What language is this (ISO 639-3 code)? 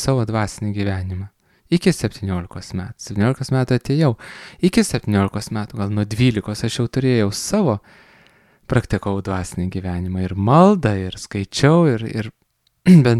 lit